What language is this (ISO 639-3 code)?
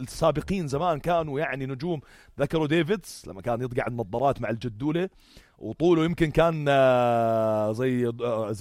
apc